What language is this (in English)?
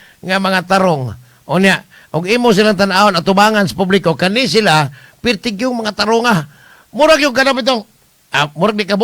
Cebuano